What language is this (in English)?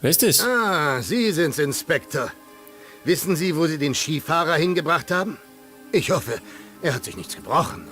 Bavarian